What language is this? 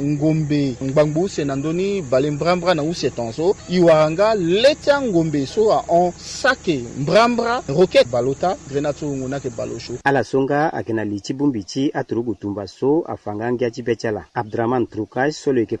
Sango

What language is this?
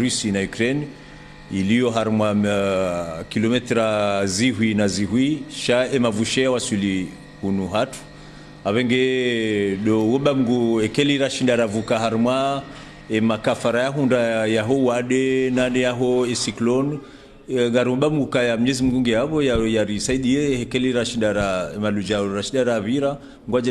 Ngazidja Comorian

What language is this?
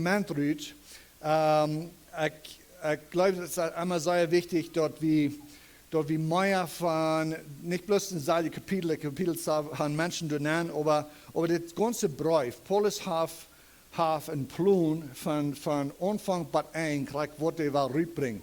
Plautdietsch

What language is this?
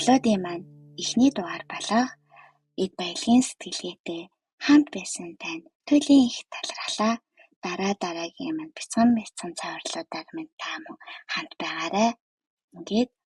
Mongolian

